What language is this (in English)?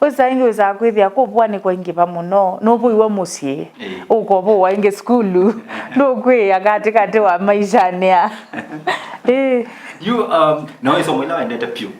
Kamba